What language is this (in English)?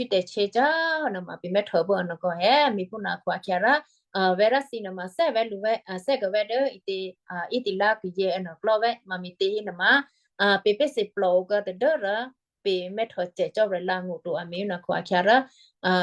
Western Kayah